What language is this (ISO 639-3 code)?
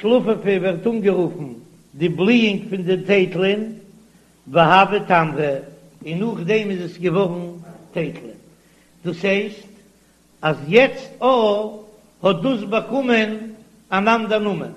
yid